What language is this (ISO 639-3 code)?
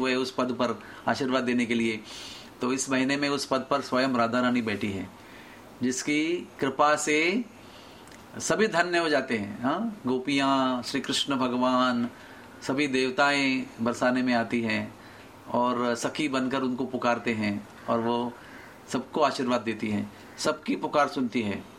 hin